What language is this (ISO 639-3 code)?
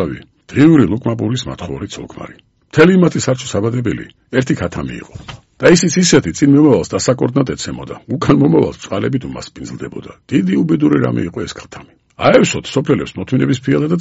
kat